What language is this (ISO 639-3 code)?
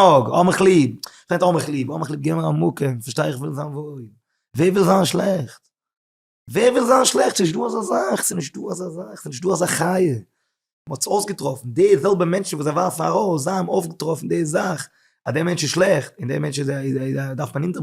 yid